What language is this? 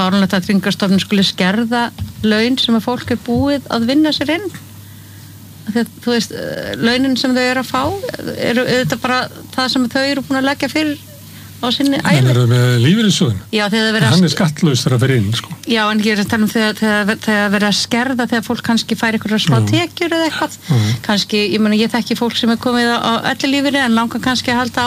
Icelandic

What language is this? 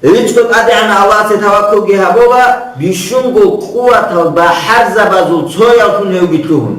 Avaric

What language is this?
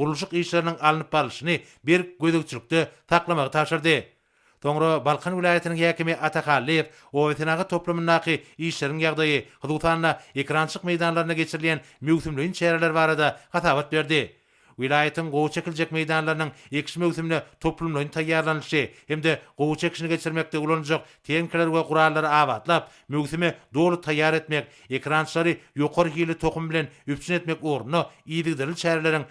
Turkmen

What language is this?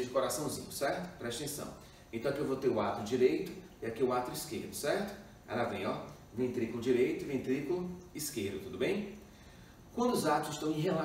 Portuguese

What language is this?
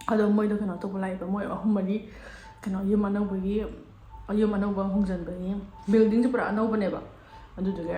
Manipuri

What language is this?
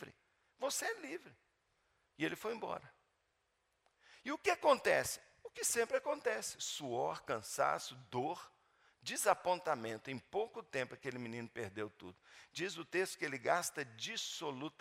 Portuguese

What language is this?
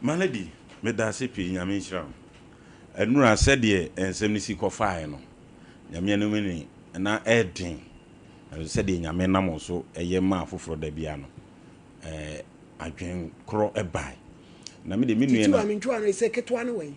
Akan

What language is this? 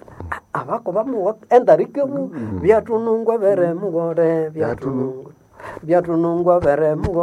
Nande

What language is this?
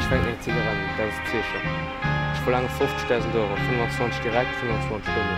Luxembourgish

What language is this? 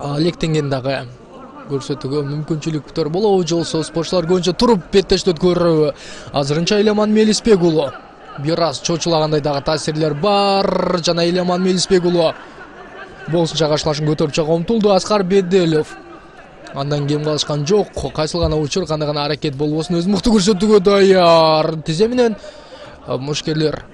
Kyrgyz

